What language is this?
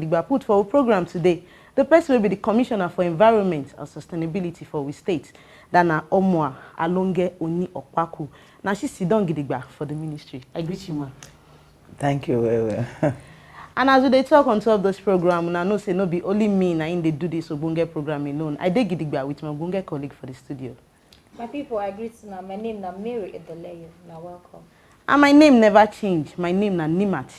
Nigerian Pidgin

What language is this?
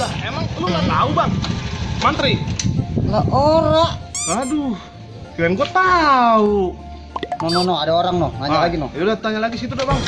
Betawi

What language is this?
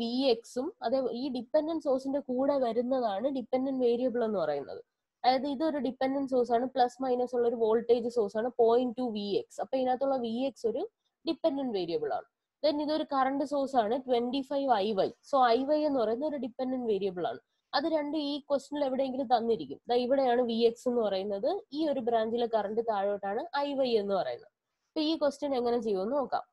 Malayalam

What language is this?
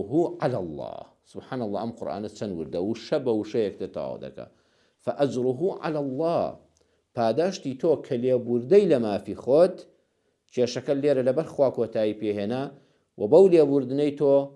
Central Kurdish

